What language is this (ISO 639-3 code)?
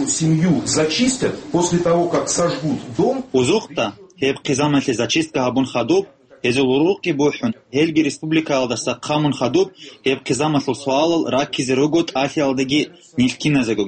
ava